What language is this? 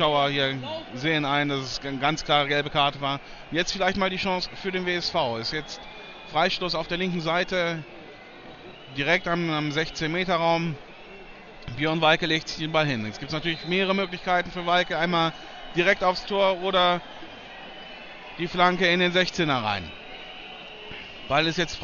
German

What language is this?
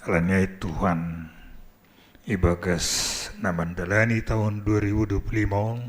Batak Simalungun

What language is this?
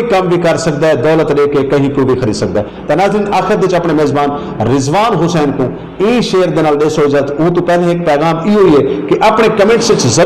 Saraiki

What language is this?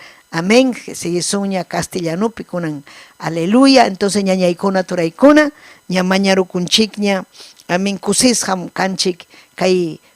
Ayacucho Quechua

